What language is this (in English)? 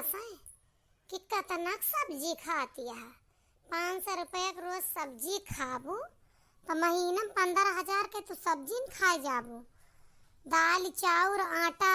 Awadhi